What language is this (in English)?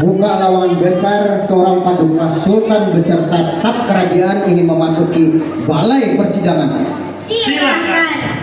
Banjar